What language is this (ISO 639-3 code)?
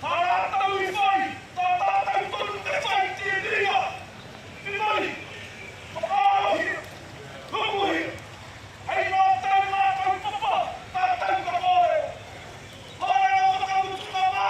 mri